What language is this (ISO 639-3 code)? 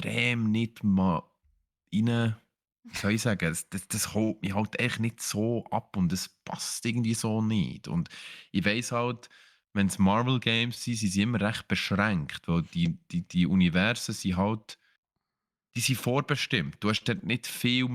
gsw